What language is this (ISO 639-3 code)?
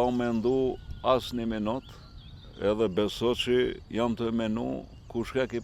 sqi